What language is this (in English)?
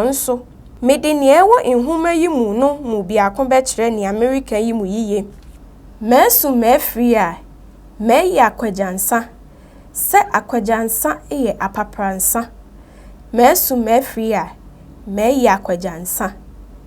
Akan